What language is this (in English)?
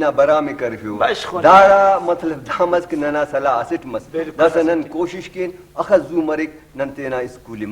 Brahui